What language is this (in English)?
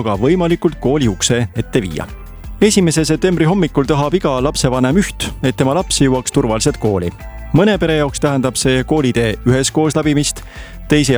Estonian